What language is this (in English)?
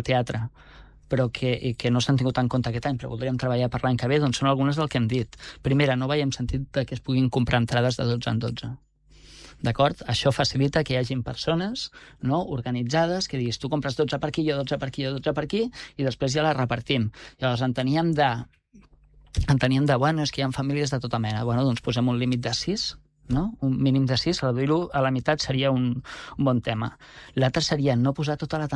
Catalan